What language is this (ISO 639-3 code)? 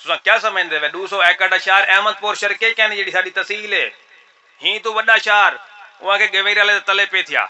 skr